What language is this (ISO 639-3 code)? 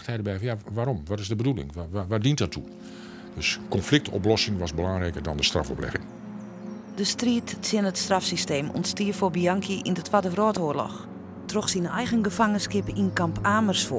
fry